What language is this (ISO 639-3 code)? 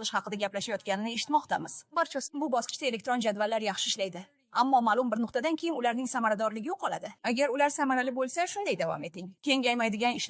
uzb